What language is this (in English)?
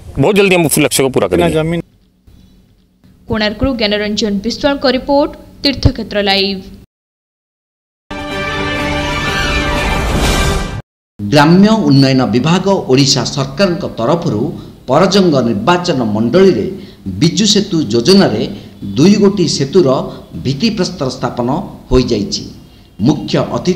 Odia